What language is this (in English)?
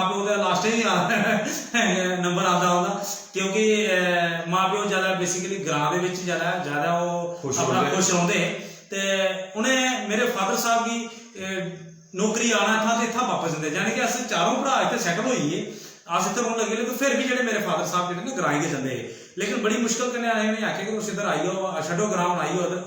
Dogri